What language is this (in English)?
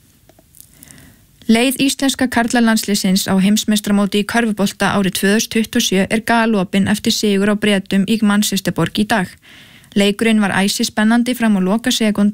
Icelandic